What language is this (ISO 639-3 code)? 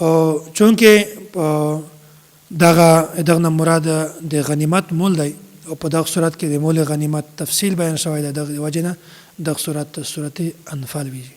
pus